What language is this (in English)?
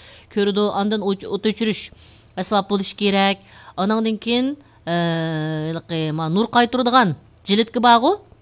Uyghur